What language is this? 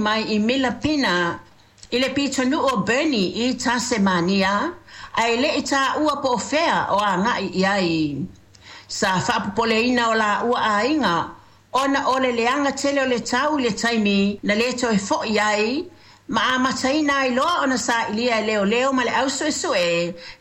Samoan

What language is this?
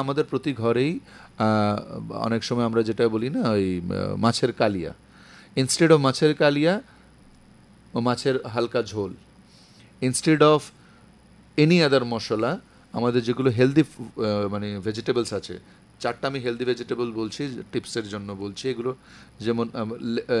Bangla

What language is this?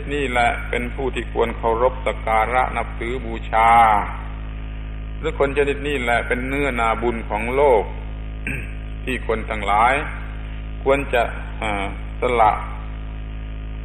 Thai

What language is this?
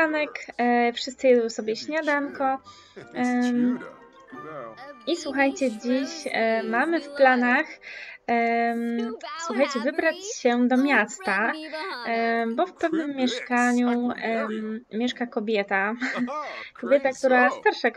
Polish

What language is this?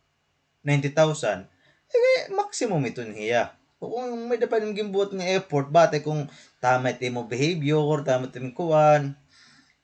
Waray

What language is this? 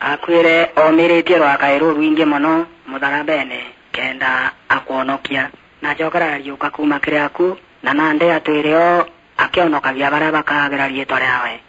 Meru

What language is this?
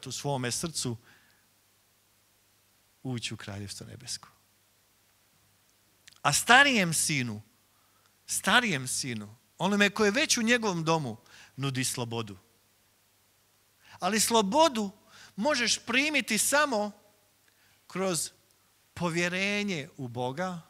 Croatian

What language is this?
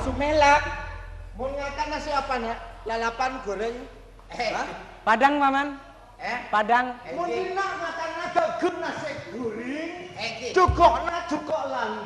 Madurese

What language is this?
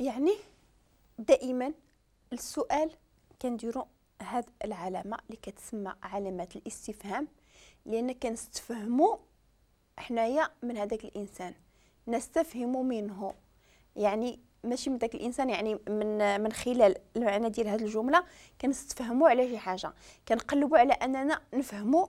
Moroccan Arabic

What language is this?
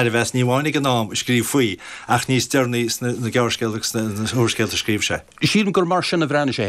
Irish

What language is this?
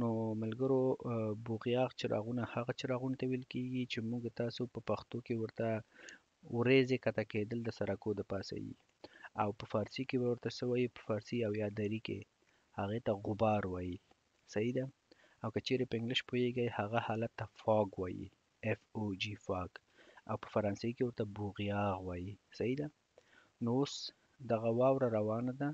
Pashto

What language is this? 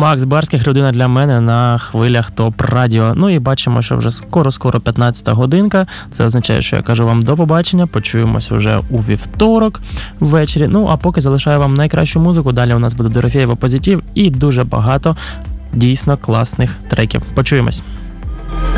Ukrainian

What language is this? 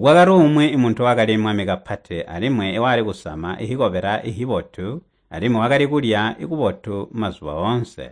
Tonga (Zambia)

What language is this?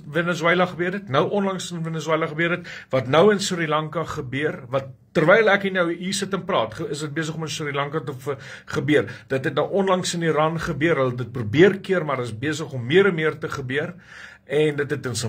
Afrikaans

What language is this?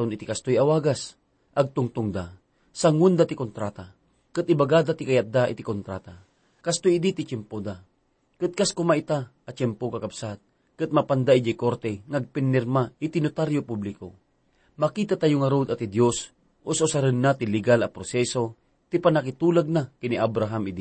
Iloko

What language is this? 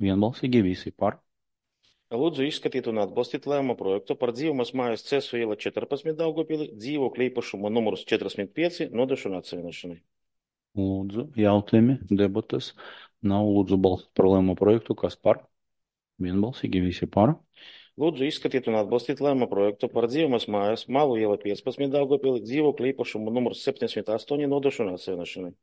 Latvian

